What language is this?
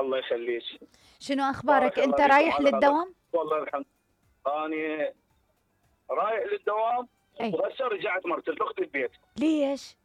Mesopotamian Arabic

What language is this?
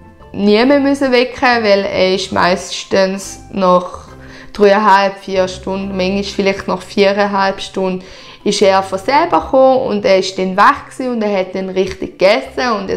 Swiss German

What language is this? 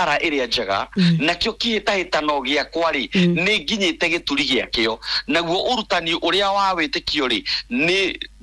Kikuyu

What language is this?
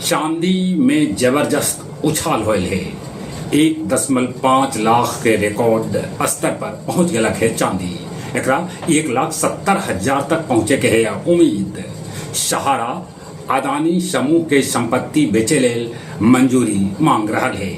Magahi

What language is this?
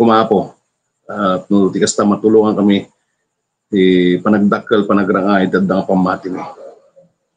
Iloko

